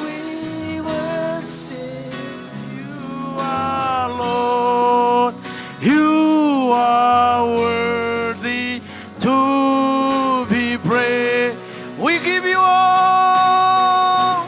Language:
Marshallese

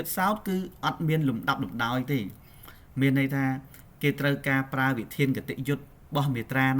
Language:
Khmer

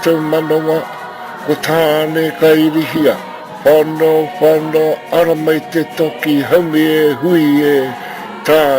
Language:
Māori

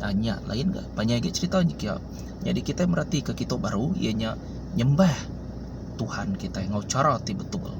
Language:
Iban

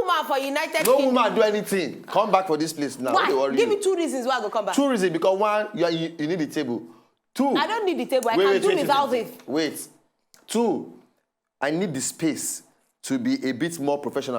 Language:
Nigerian Pidgin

